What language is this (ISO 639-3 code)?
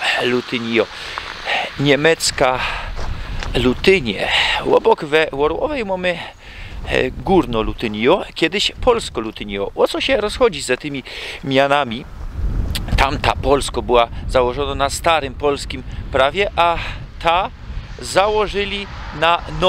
szl